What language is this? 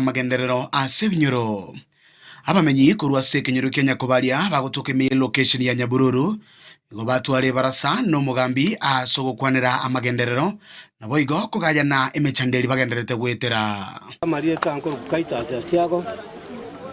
Gusii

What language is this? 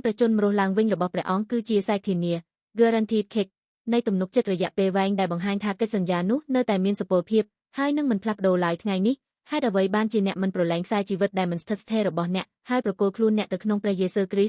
Khmer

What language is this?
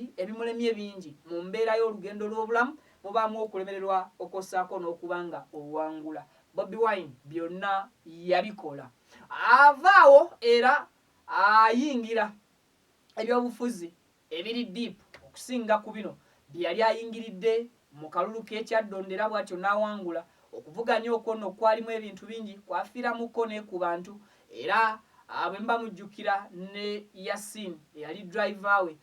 Ganda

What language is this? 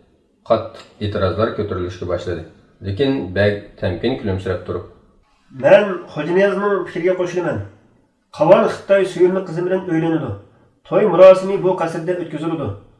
Uyghur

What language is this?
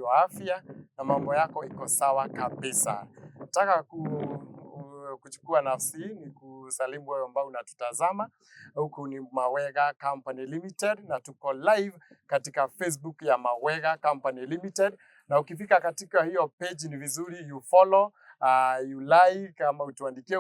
Swahili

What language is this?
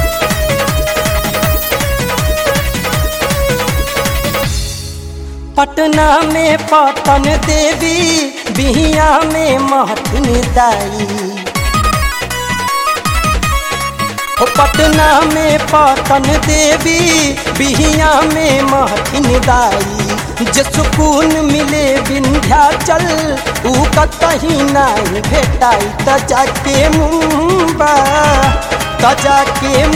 Bhojpuri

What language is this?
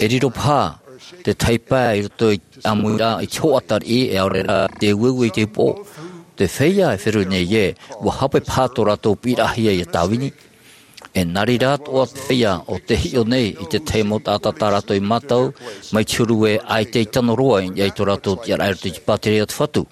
Tahitian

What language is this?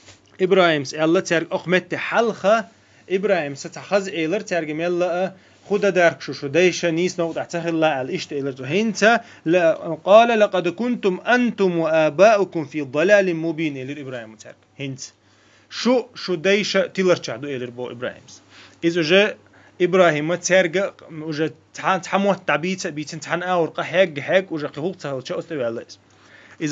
Chechen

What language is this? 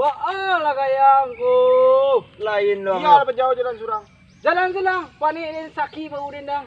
Minangkabau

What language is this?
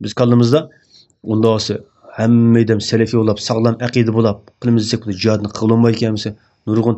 Uyghur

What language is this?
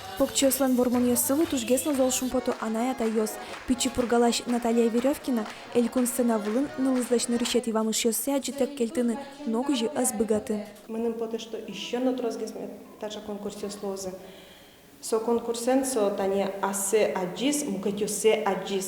Udmurt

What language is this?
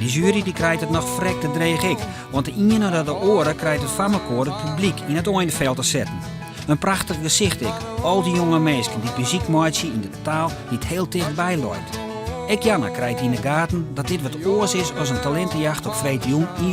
Western Frisian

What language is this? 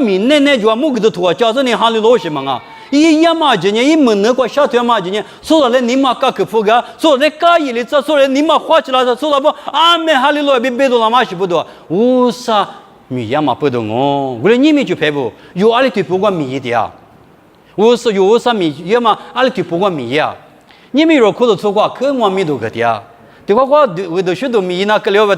Lisu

